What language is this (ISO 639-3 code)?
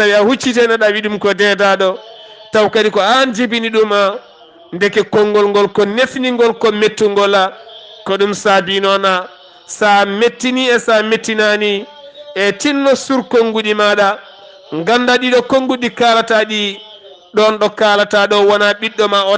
ful